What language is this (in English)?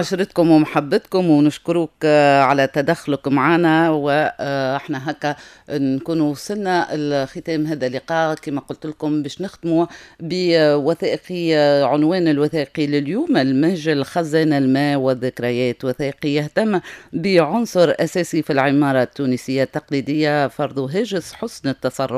Tunisian Arabic